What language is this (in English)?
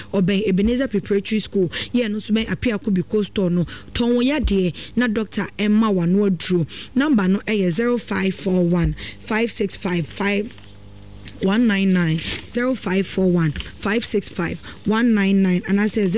Akan